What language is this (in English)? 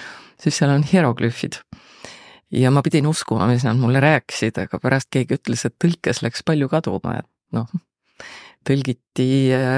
Estonian